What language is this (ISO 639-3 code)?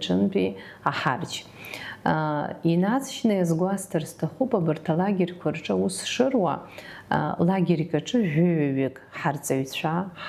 abk